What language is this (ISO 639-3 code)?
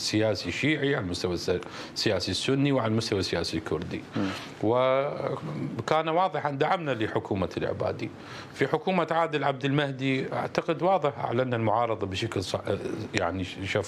acm